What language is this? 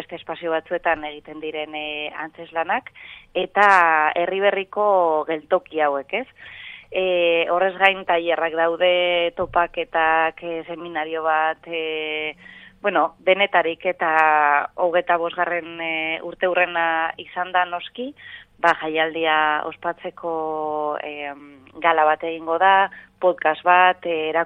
Basque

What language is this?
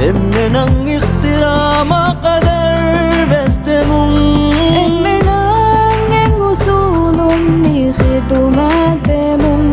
Divehi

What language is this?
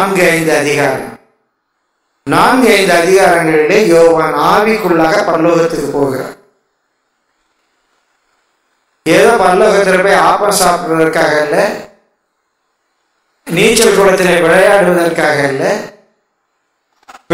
Tamil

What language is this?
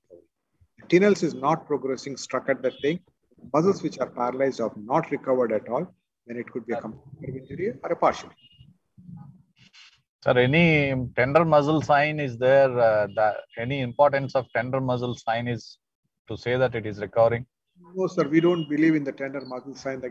English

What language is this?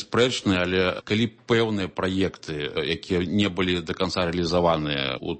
Belarusian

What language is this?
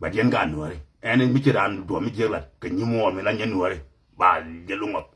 Nuer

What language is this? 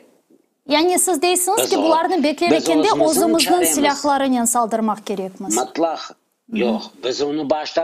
Crimean Tatar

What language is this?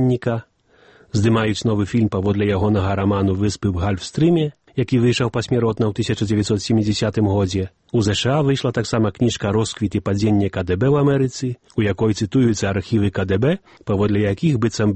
Belarusian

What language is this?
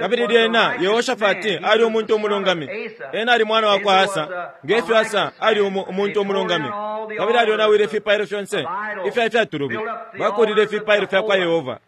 Bemba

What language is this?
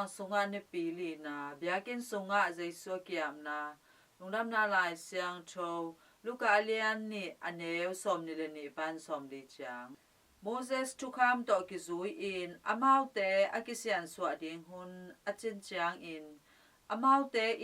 Tedim Chin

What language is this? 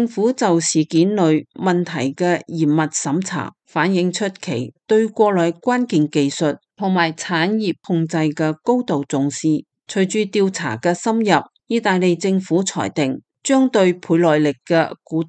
Cantonese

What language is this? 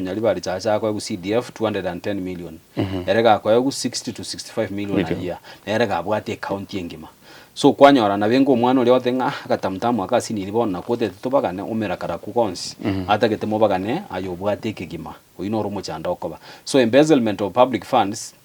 Gusii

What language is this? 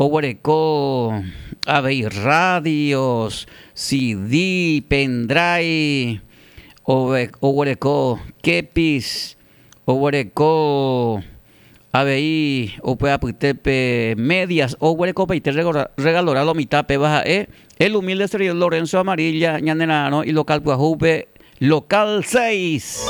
Guarani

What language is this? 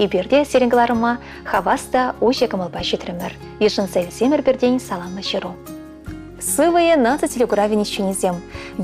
Chuvash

